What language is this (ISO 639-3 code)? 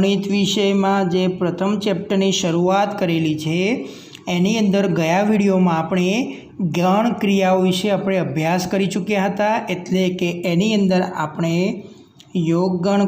guj